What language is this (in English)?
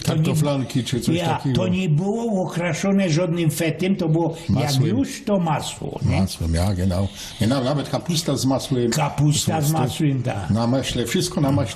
Silesian